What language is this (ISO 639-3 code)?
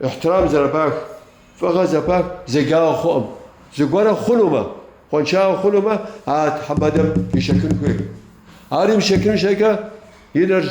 kbd